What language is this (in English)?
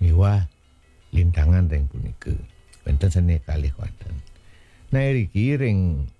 Balinese